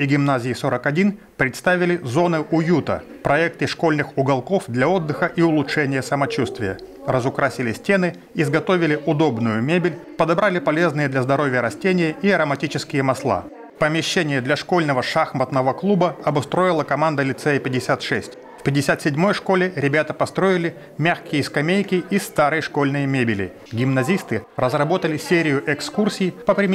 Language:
Russian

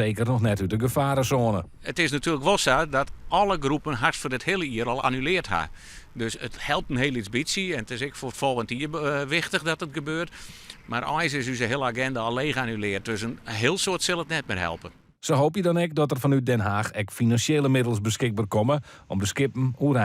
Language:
Western Frisian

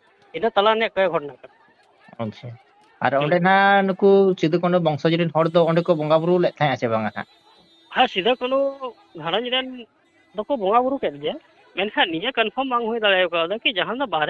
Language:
Santali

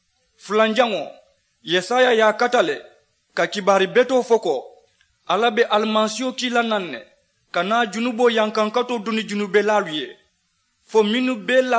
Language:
Mandingo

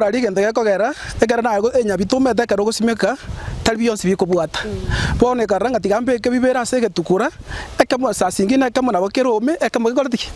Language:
Gusii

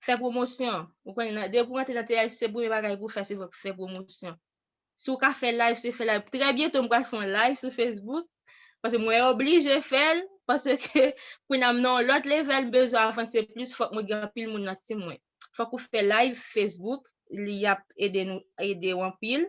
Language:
Haitian Creole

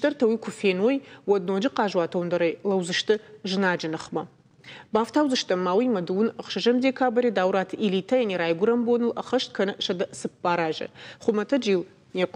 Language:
Ossetic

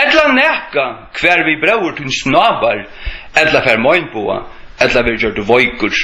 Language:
Faroese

